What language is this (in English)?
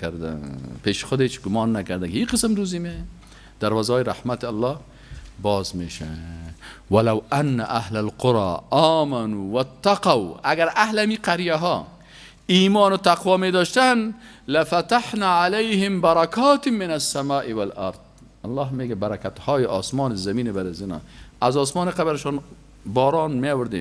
Persian